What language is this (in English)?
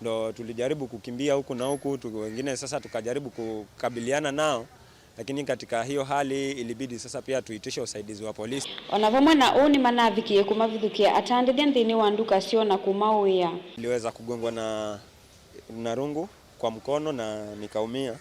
Kamba